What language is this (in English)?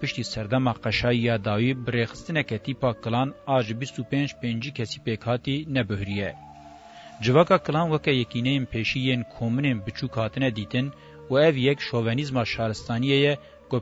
Kurdish